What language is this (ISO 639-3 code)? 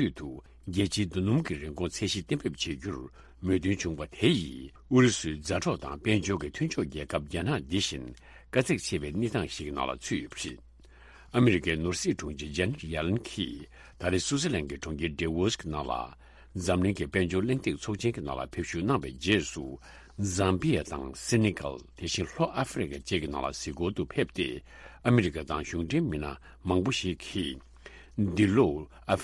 bod